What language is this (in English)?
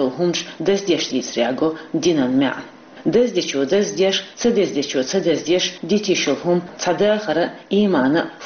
Chechen